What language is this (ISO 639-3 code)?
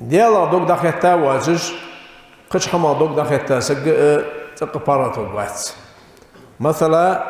inh